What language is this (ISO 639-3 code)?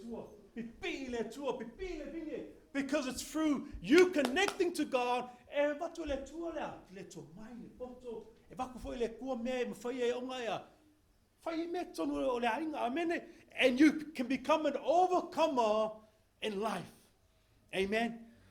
smo